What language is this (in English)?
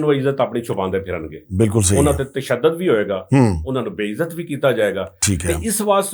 Western Panjabi